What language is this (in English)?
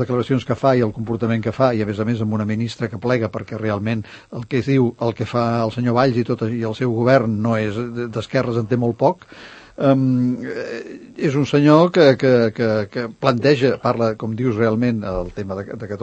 Catalan